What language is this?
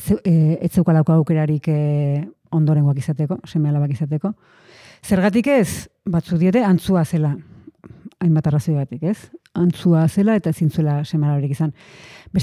Basque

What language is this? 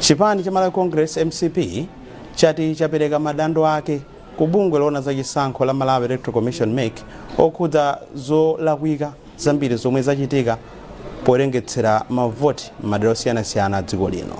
Nyanja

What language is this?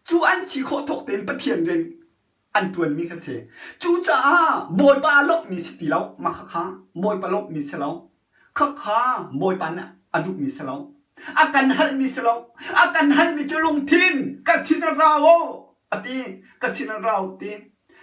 Hakha Chin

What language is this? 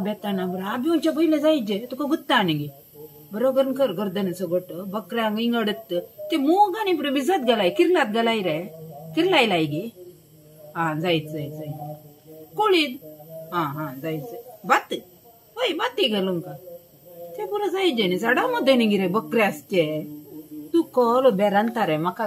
Konkani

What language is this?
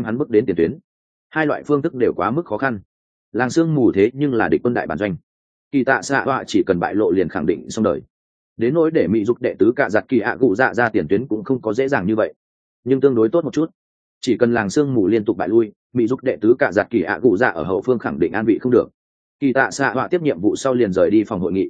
Vietnamese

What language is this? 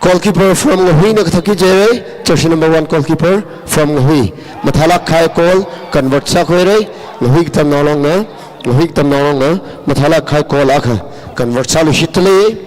Tangkhul Naga (India)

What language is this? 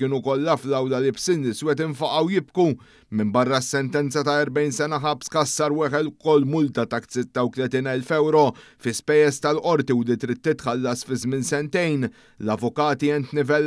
Maltese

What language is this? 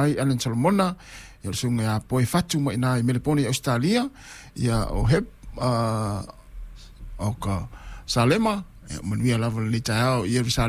Samoan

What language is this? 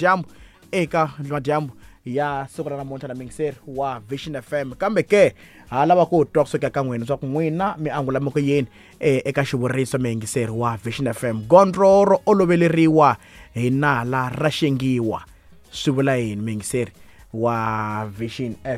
Tsonga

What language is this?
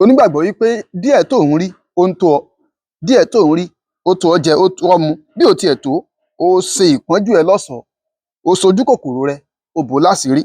Yoruba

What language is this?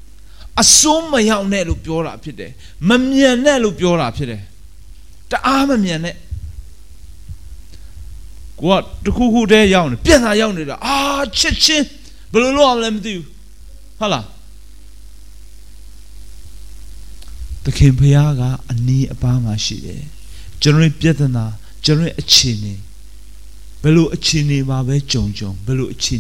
Burmese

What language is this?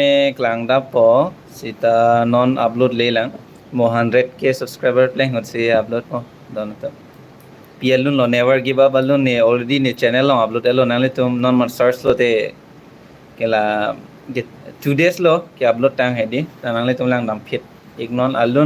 Karbi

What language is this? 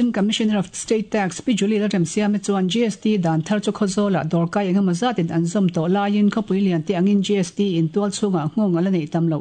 Mizo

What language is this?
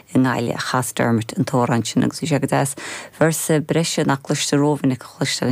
Irish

